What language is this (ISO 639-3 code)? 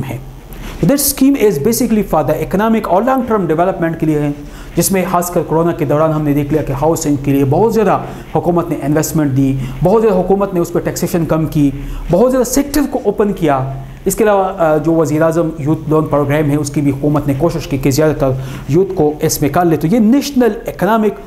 urd